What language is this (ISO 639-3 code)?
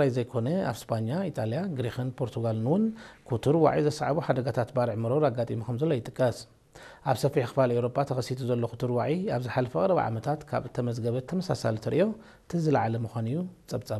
tir